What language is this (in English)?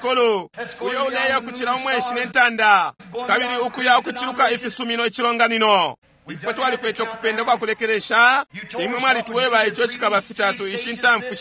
Bemba